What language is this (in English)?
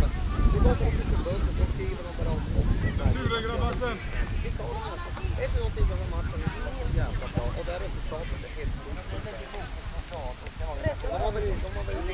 Swedish